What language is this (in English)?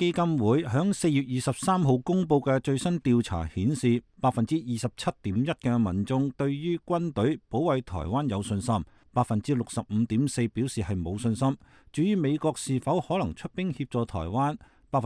Cantonese